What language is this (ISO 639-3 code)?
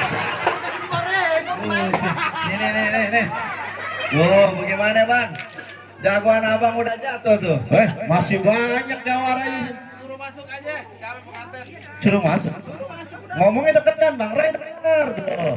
bew